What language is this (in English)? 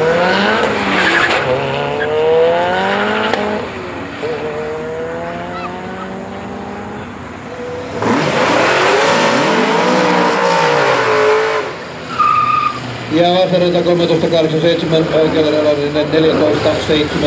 Finnish